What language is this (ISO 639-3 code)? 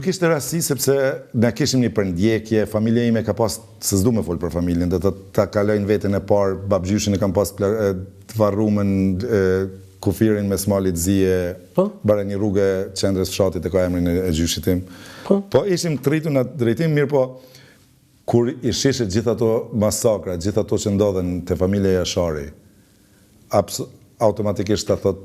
sqi